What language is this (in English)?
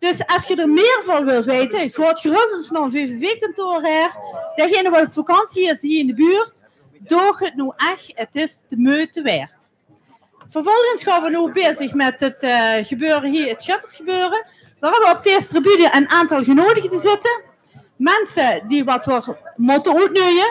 Limburgish